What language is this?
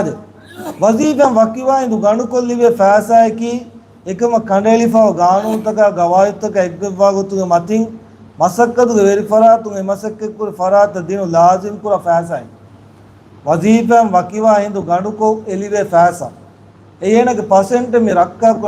Divehi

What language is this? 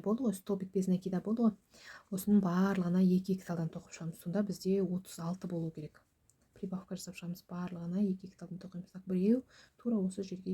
Kazakh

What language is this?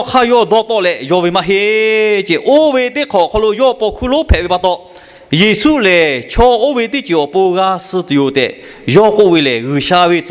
Lahu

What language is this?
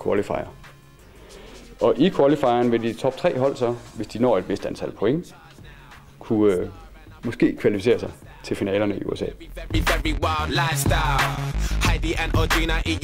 Danish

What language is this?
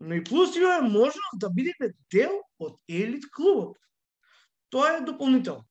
Macedonian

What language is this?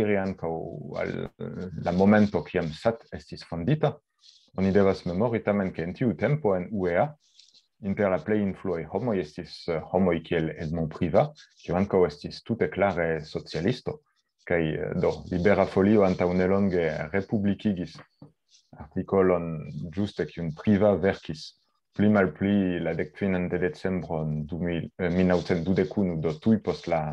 Esperanto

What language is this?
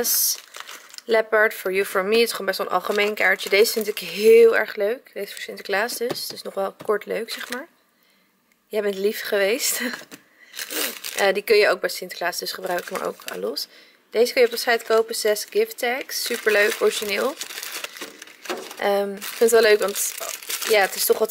Dutch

